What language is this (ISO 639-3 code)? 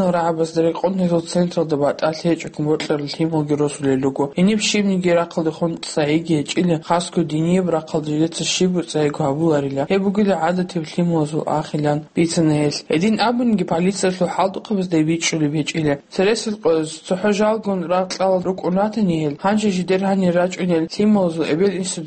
ava